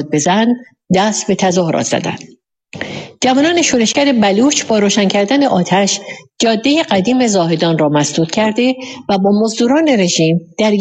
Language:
Persian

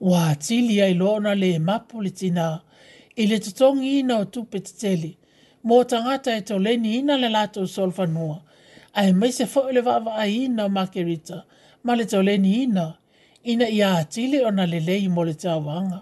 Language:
Samoan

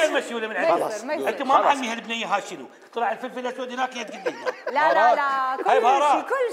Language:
Mesopotamian Arabic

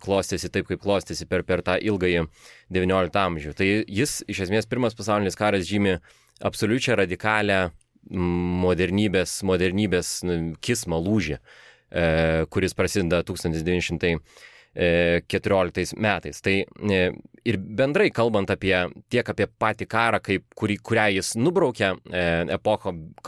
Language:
Lithuanian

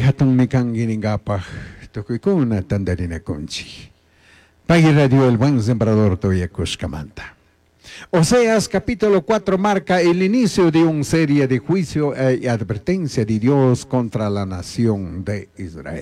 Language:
Chimborazo Highland Quichua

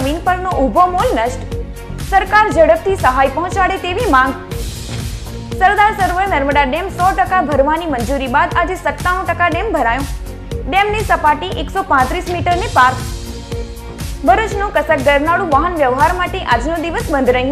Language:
Gujarati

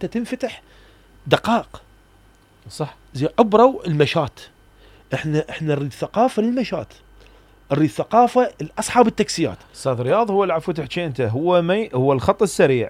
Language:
Mesopotamian Arabic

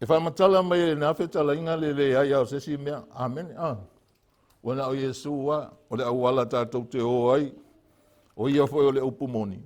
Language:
Samoan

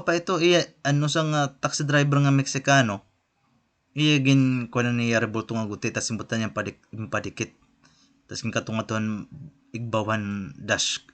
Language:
Waray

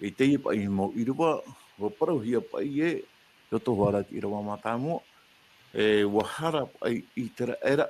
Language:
Tahitian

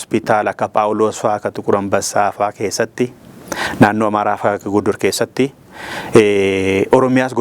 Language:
Oromo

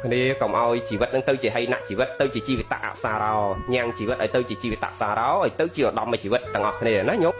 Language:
Khmer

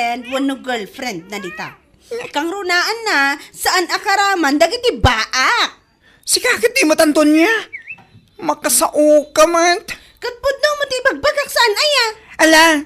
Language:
Iloko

